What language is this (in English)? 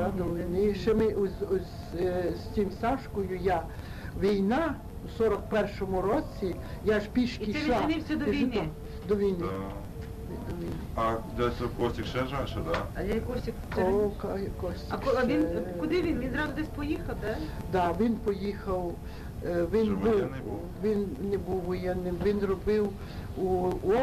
Ukrainian